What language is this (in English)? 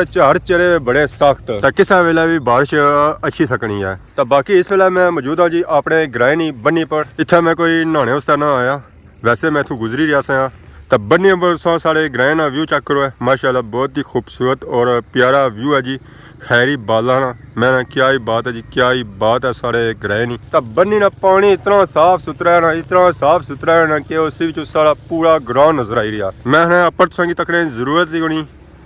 Pahari-Potwari